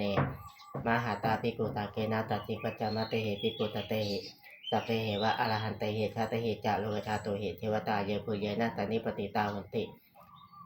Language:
Pali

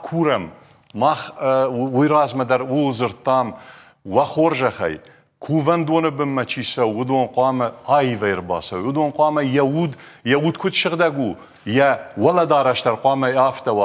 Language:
Ossetic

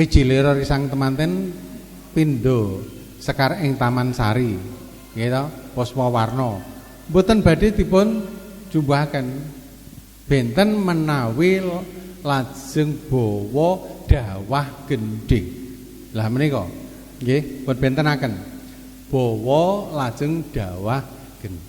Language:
Javanese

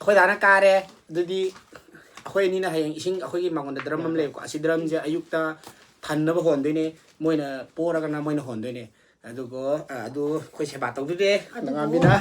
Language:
Manipuri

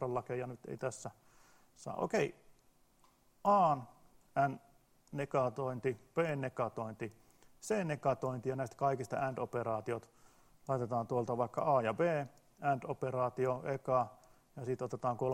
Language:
Finnish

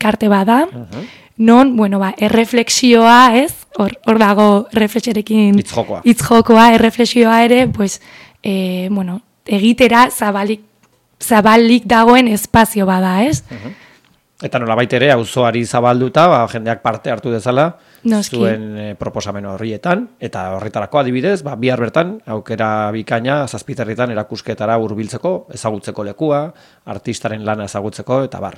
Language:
Basque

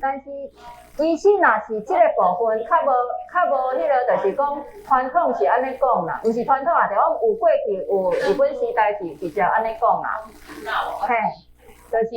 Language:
Min Nan Chinese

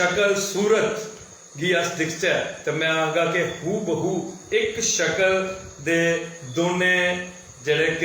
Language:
Dogri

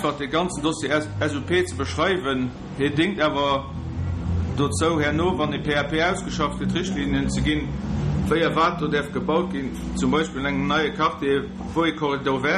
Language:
Luxembourgish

